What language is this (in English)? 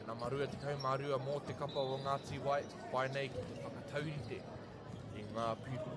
Māori